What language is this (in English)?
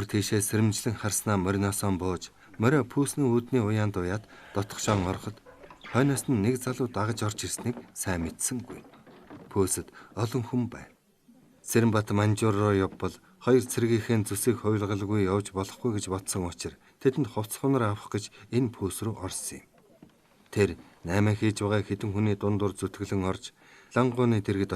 Mongolian